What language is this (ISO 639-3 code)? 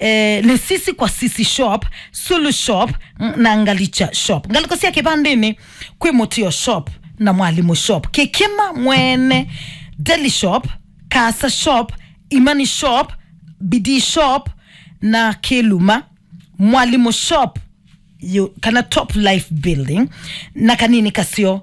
kam